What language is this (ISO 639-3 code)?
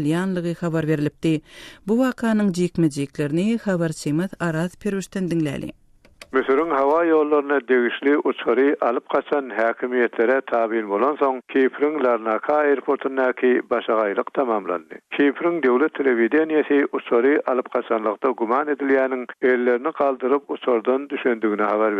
tuk